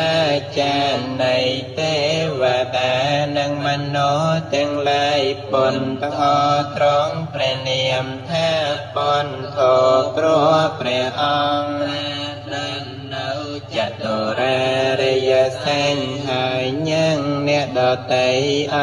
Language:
Khmer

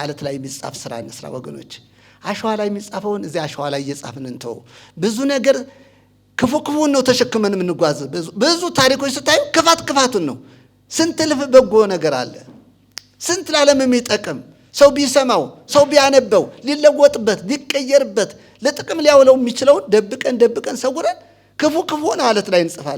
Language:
Amharic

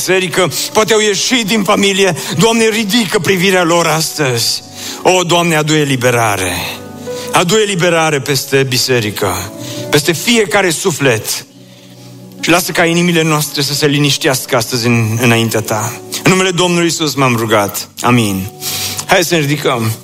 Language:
Romanian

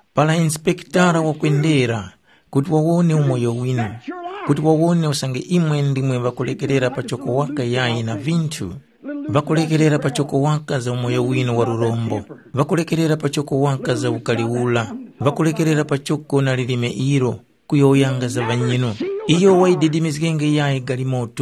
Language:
Tumbuka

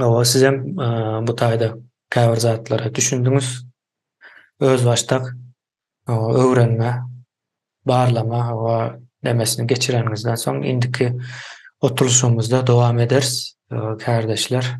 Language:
Turkmen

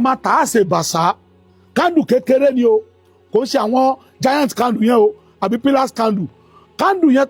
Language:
Yoruba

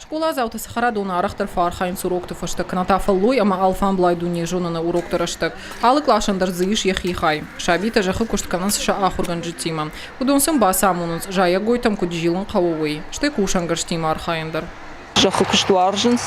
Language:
Ossetic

